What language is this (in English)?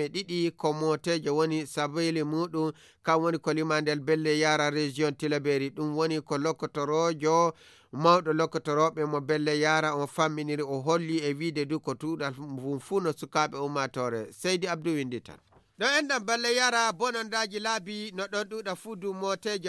Nigerian Fulfulde